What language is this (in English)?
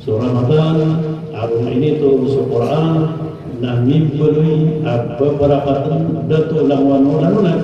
Maranao